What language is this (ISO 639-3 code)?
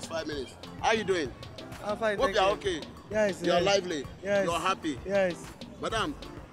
pcm